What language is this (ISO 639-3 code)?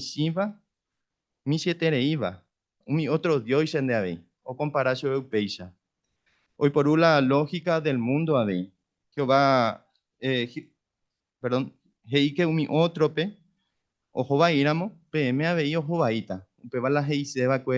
grn